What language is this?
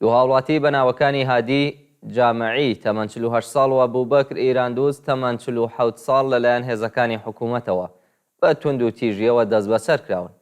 Central Kurdish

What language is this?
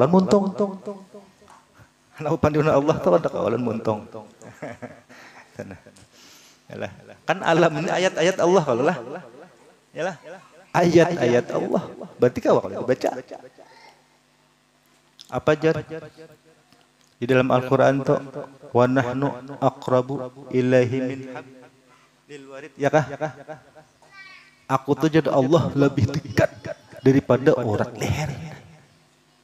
Banjar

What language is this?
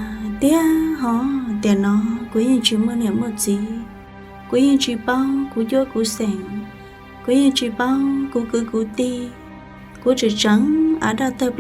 Hmong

